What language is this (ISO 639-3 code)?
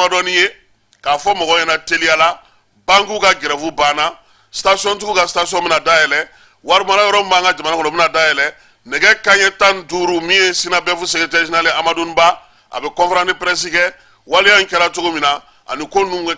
bam